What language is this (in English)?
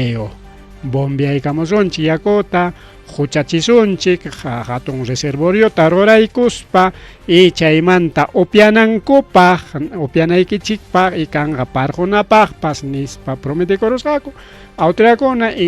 Ayacucho Quechua